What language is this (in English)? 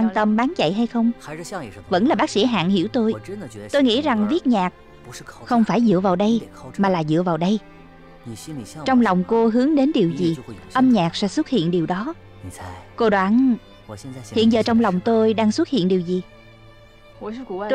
Vietnamese